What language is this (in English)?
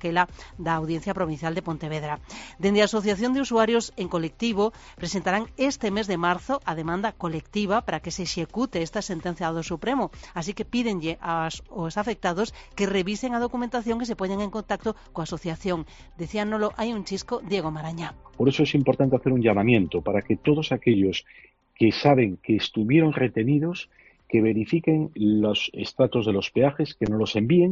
Galician